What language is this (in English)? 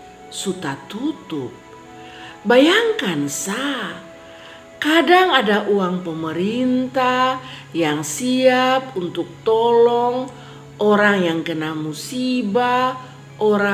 Kupang Malay